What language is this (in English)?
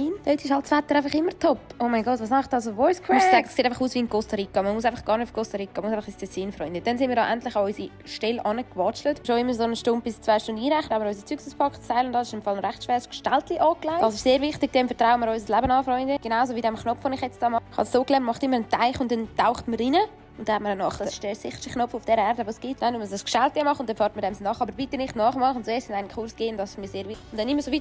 Swiss German